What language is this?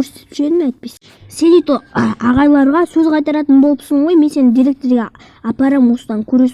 Kazakh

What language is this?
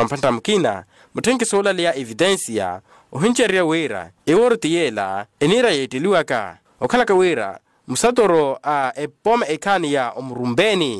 Makhuwa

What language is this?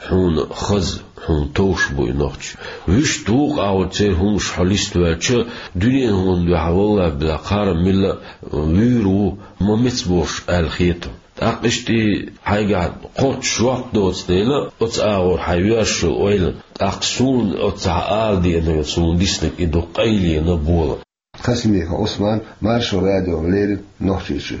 Chechen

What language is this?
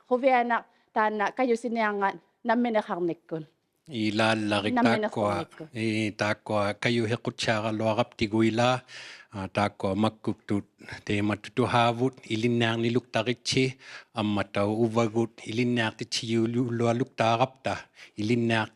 Inuktitut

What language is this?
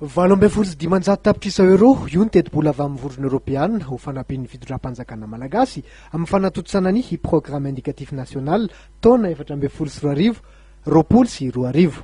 Malagasy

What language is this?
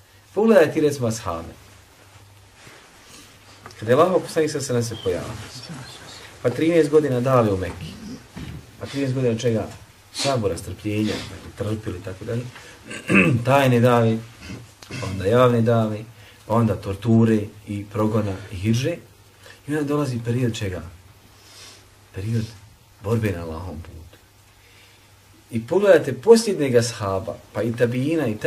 Bosnian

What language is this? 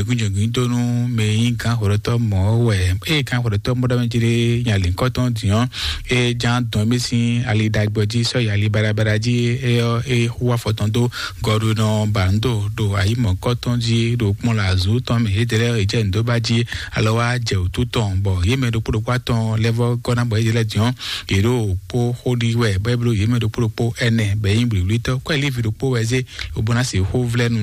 Fon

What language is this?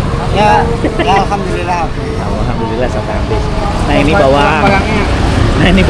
Banjar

